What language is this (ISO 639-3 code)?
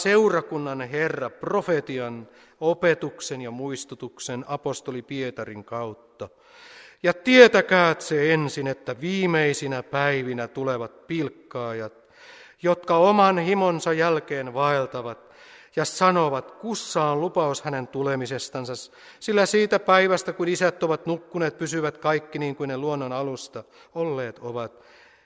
fin